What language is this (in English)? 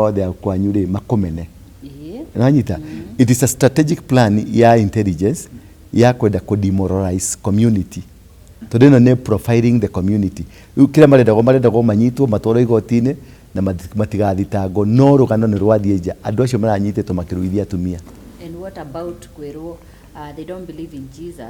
Kikuyu